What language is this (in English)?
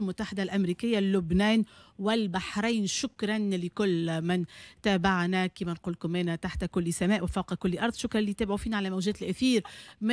Tunisian Arabic